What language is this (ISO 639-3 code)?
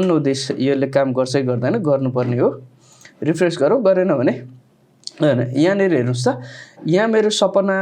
nep